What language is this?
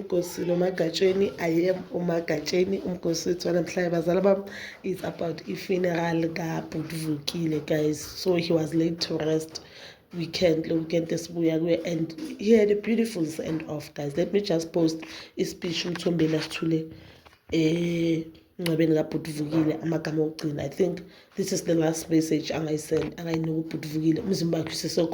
Zulu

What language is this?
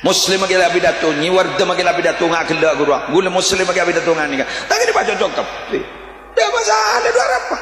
Madurese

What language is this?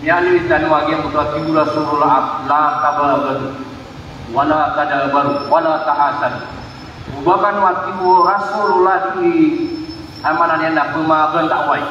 Maranao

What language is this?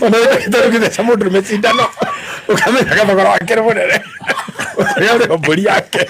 Kikuyu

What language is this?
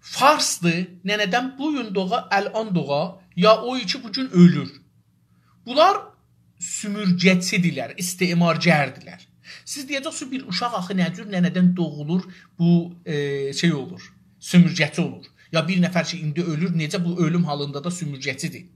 South Azerbaijani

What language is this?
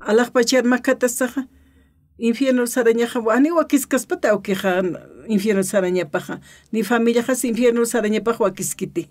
Aymara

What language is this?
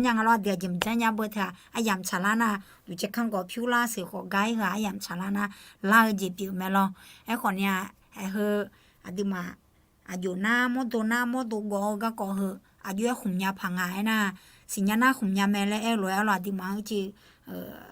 Akha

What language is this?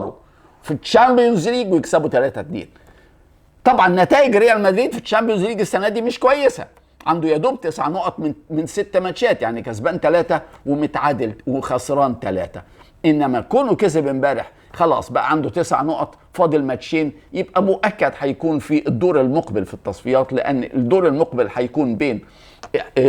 Egyptian Arabic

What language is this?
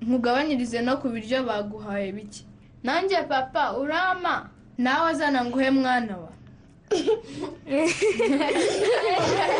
Kinyarwanda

